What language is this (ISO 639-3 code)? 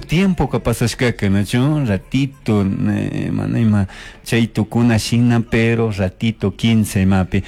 qug